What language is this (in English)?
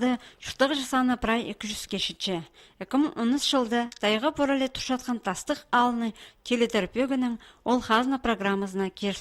Khakas